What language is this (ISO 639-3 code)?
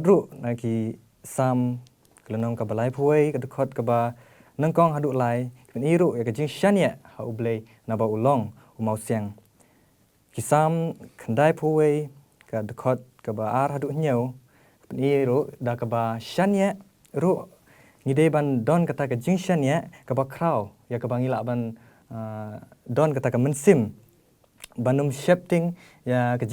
kha